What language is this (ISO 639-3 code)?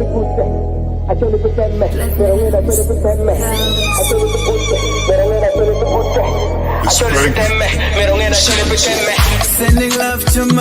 ach